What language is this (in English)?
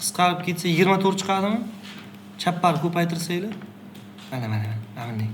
Uzbek